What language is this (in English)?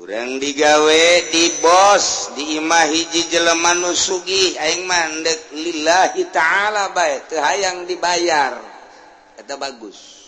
Sundanese